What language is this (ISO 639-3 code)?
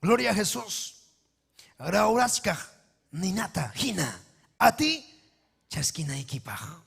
quy